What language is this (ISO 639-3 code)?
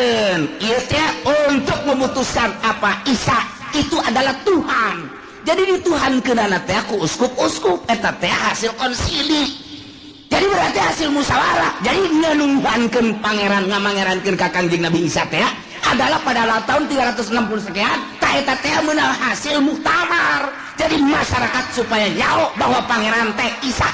sun